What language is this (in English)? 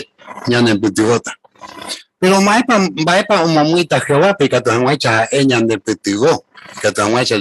Guarani